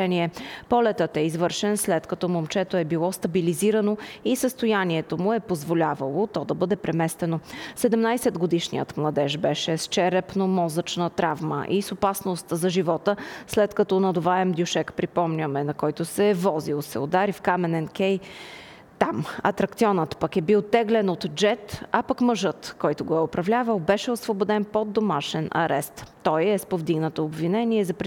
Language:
Bulgarian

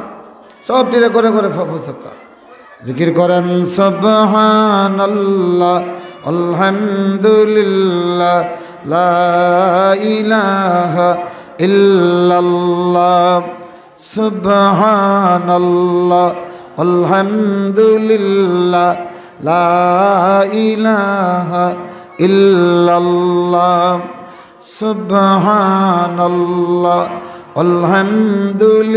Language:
Sylheti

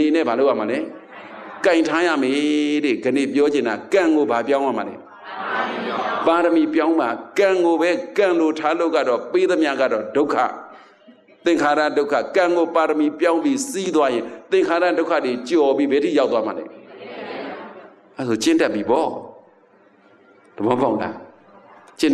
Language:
Burmese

